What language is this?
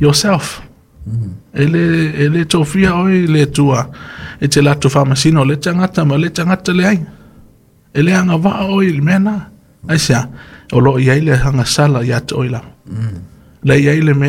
Samoan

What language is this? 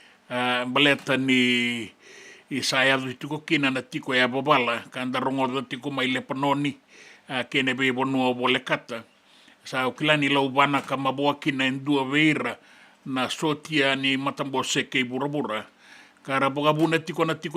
Fijian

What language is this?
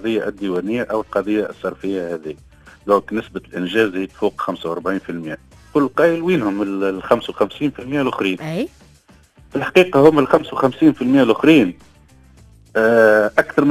Tunisian Arabic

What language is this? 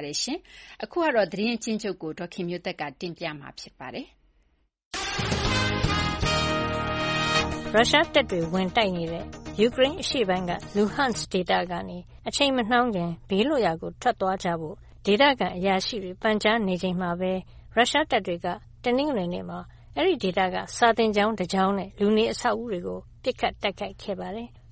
Burmese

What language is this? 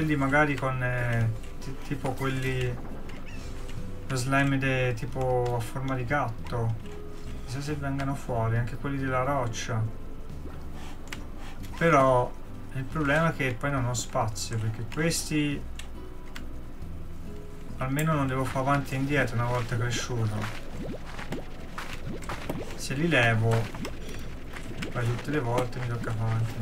Italian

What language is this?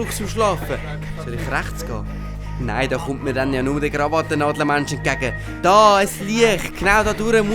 Swiss German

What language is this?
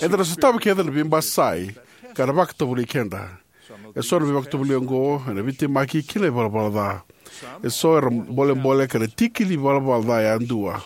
Fijian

